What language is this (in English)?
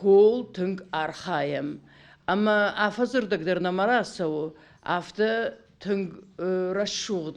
Ossetic